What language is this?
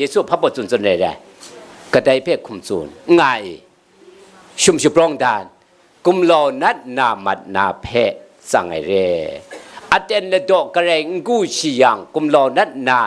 Kachin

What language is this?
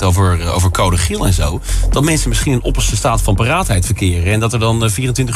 Dutch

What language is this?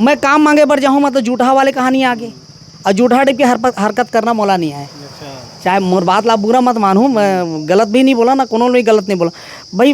Chhattisgarhi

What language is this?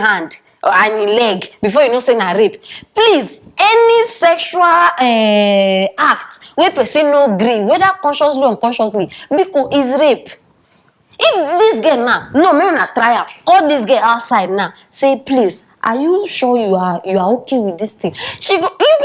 Nigerian Pidgin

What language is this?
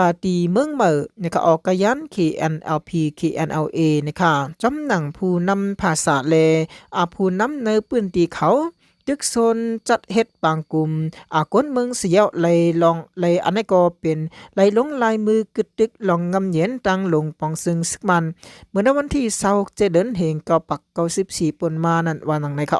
Shan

